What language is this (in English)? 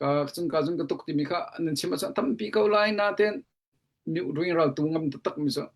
Hakha Chin